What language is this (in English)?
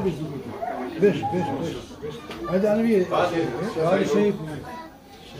Turkish